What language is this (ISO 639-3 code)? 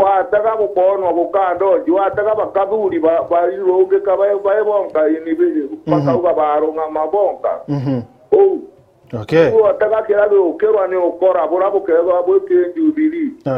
mer